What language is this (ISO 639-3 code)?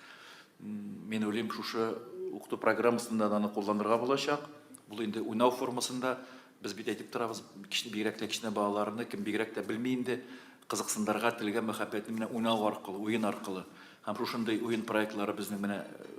tat